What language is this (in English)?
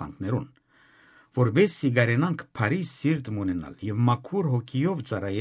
Western Armenian